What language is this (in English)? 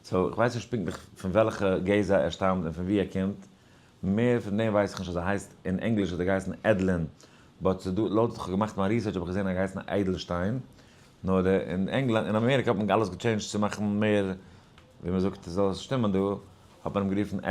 Yiddish